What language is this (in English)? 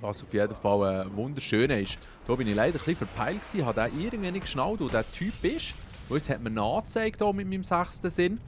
Swiss German